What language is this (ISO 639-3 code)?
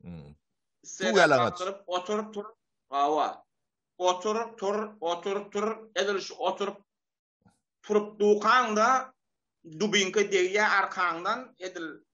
tuk